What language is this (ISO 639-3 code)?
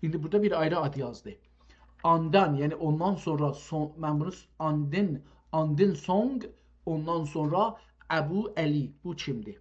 azb